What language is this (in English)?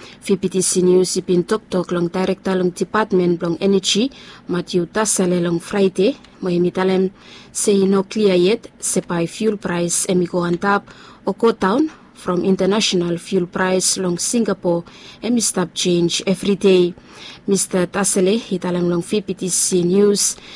Bislama